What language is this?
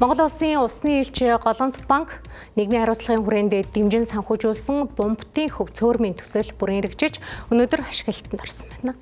Mongolian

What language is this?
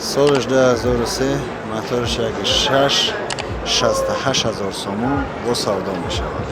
Tajik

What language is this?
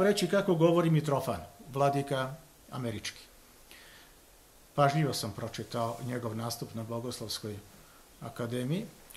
Serbian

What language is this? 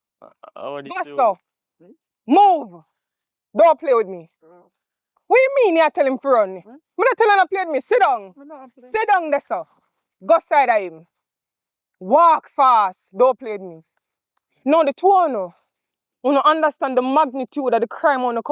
Jamaican Creole English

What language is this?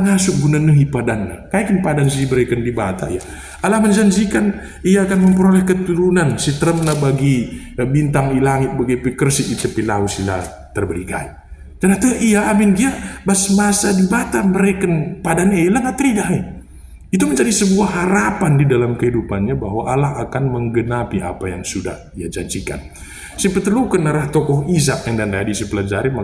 Batak Karo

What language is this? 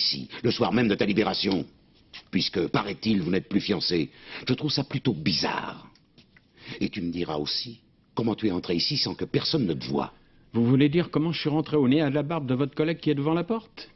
French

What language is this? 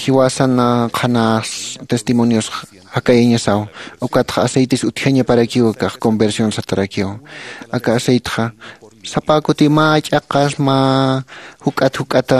Aymara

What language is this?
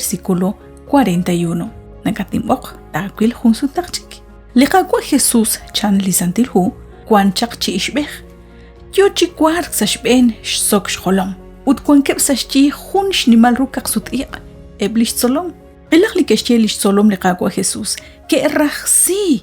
Kekchí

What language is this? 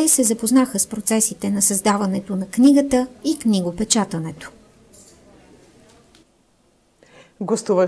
Bulgarian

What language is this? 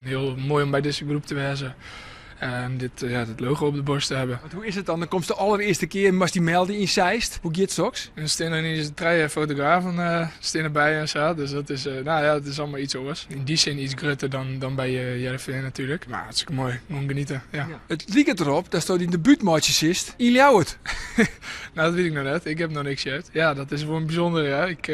Western Frisian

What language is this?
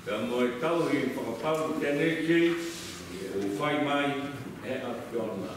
Tongan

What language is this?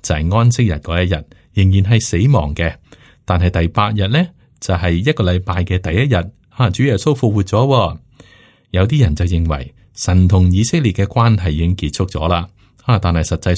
Cantonese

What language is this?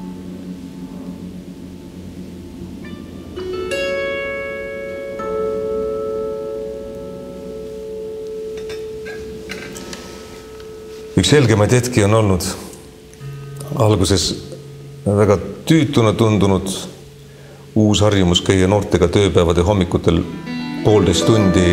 Estonian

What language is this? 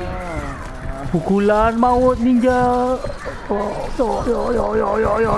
Malay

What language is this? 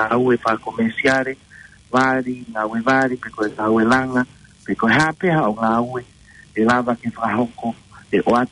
Tongan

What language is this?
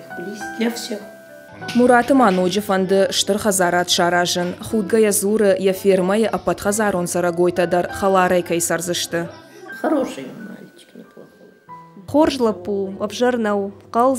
Ossetic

